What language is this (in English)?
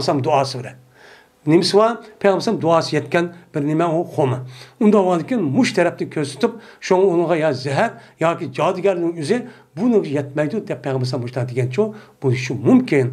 Uyghur